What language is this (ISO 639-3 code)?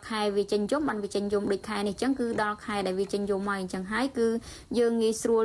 khm